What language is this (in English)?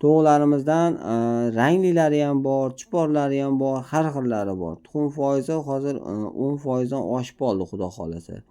Uzbek